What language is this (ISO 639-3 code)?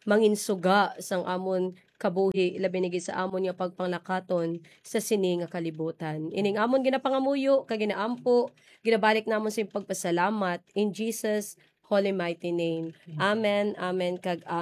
hil